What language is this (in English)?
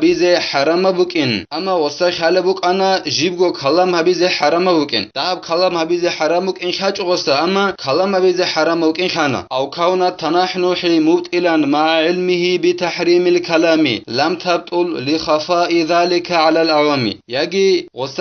Avaric